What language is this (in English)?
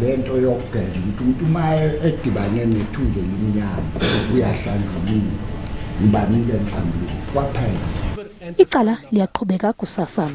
Zulu